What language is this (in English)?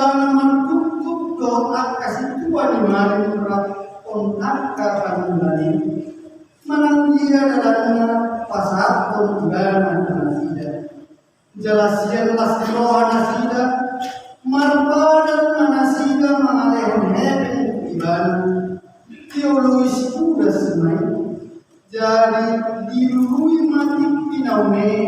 Batak Toba